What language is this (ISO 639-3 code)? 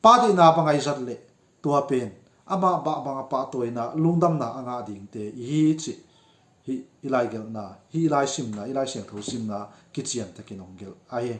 ctd